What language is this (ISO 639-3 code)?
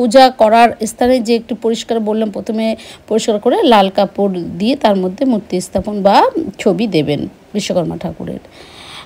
ben